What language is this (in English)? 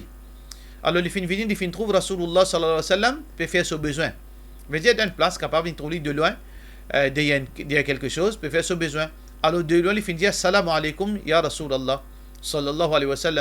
Morisyen